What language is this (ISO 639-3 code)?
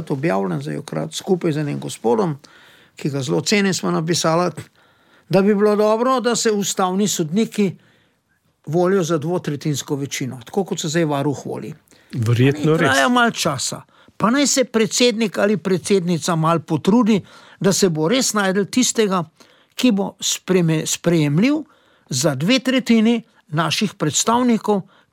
slv